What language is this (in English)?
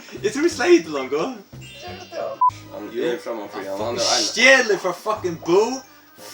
Faroese